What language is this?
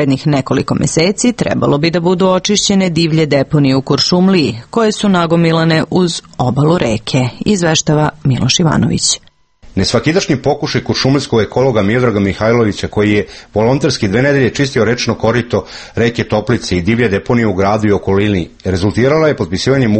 Serbian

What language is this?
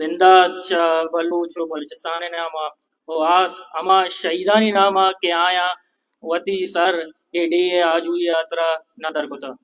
Baluchi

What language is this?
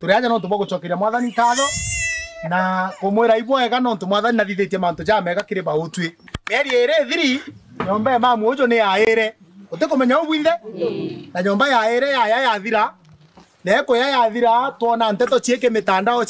Meru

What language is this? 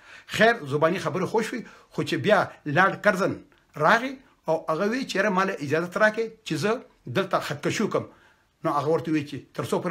Pashto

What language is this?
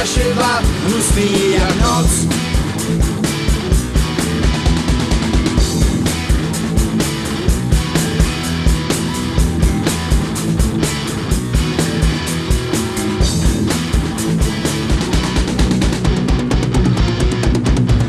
Czech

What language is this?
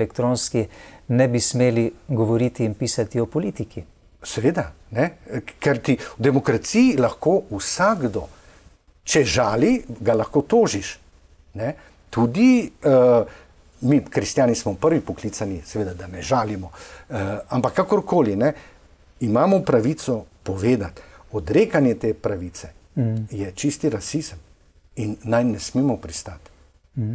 Slovenian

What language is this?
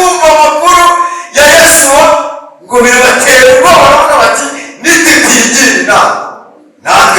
Kinyarwanda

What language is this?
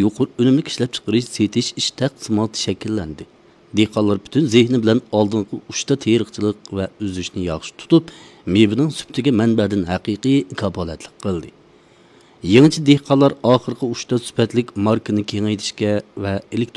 Uyghur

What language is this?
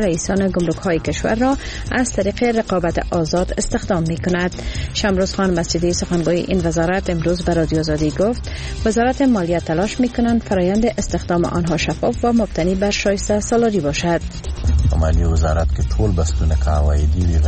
Persian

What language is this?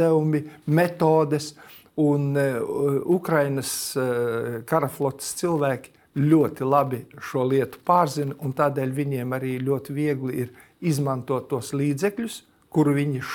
Latvian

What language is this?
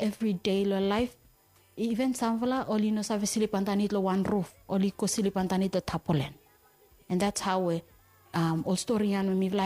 Bislama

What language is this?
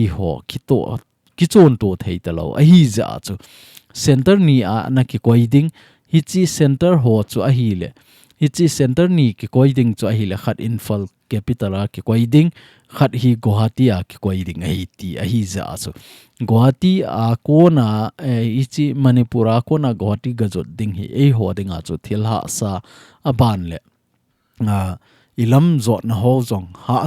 Thado Chin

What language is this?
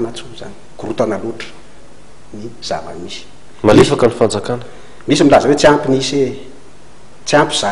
Malagasy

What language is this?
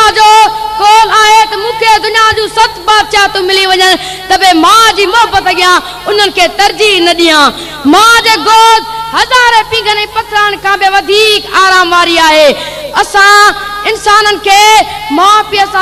Sindhi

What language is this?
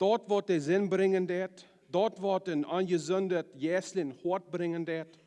Plautdietsch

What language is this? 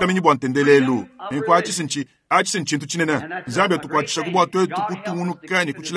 Luba-Lulua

